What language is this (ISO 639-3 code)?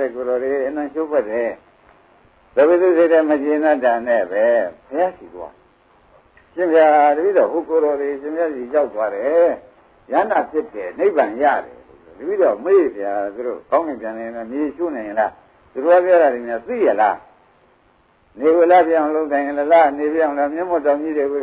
mya